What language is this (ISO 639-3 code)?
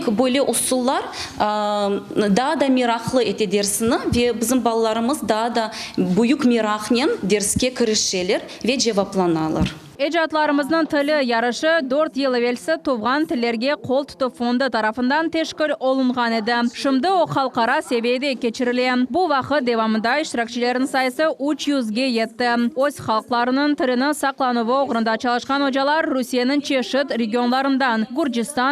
crh